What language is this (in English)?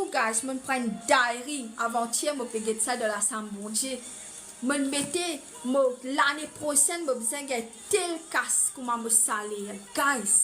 Morisyen